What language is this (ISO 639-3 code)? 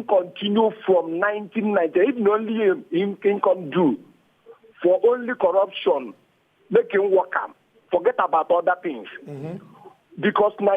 pcm